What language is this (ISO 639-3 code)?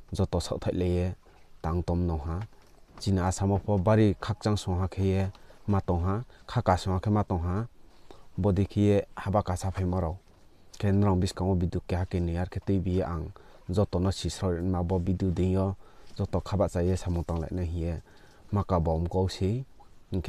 ria